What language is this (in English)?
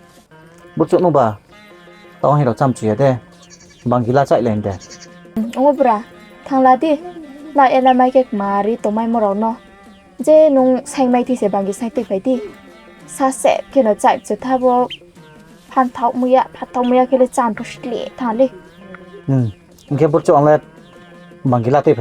Riang (India)